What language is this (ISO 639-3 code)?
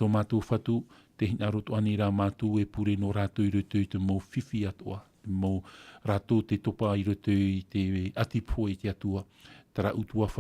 tah